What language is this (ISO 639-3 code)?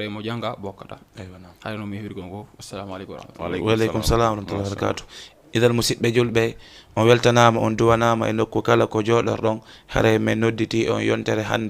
ful